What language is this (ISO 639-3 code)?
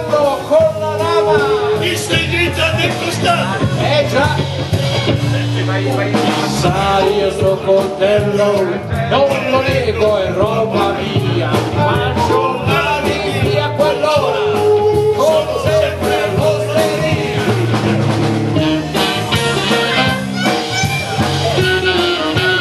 ita